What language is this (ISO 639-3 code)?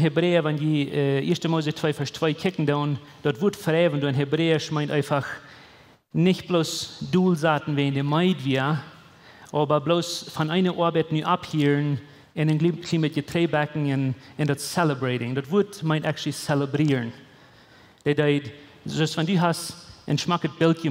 pdt